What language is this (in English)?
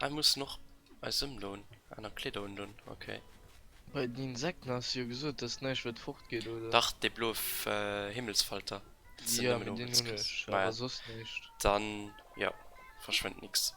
Luxembourgish